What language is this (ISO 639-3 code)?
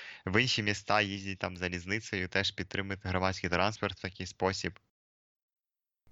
ukr